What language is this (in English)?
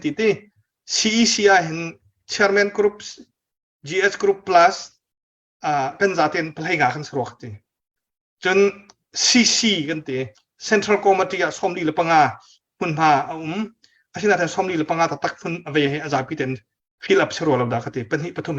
Hakha Chin